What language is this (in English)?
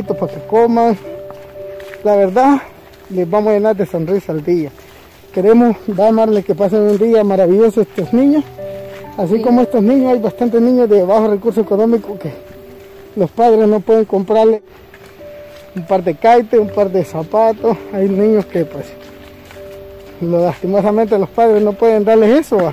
Spanish